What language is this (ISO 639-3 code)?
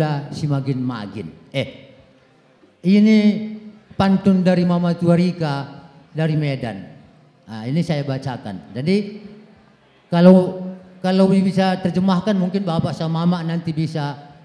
btx